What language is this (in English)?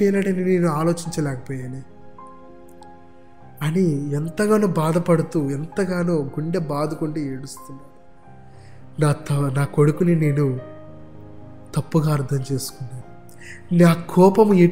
Telugu